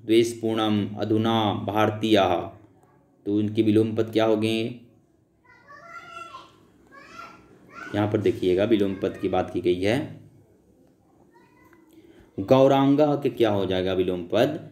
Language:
Hindi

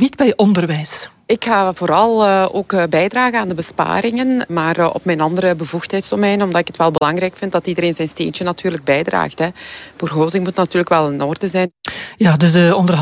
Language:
Dutch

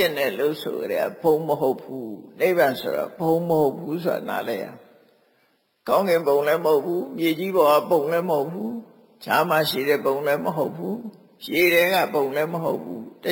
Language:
Burmese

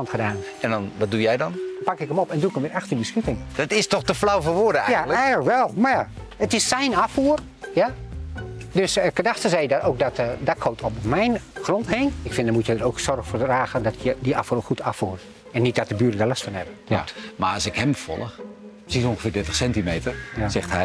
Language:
Dutch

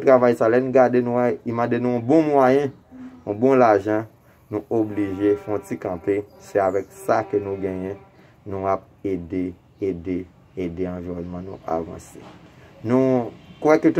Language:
Haitian Creole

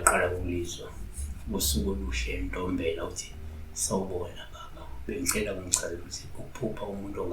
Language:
Zulu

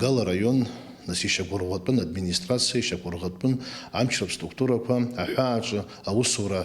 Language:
Abkhazian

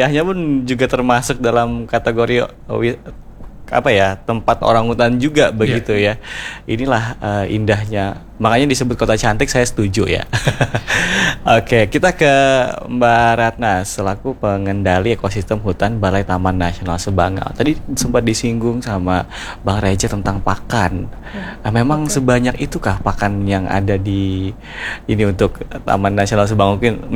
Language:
Indonesian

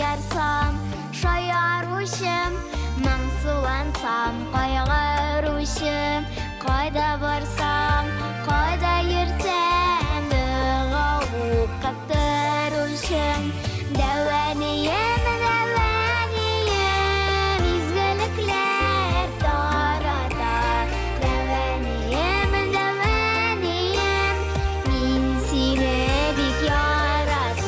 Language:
Tatar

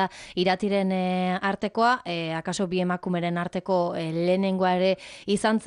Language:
Basque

